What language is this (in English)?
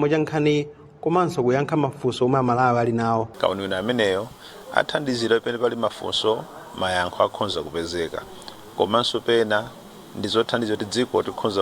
Nyanja